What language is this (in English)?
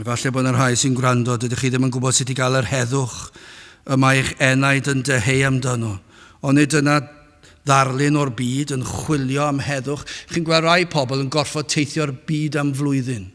Welsh